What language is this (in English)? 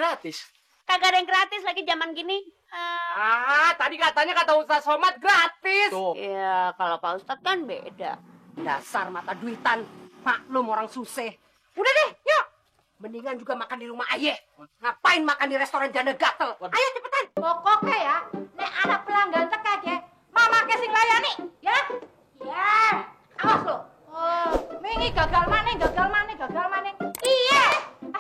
Betawi